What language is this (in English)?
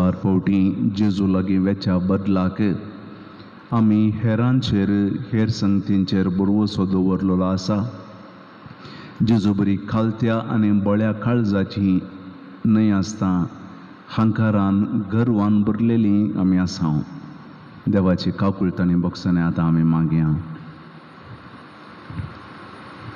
Konkani